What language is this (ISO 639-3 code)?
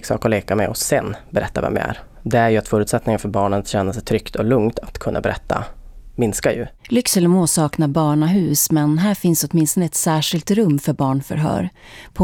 swe